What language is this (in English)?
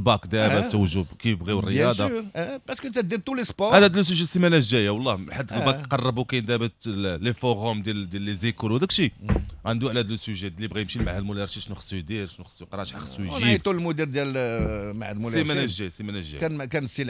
Moroccan Arabic